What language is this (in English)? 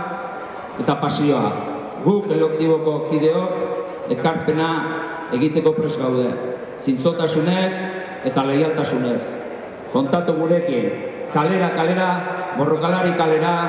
Basque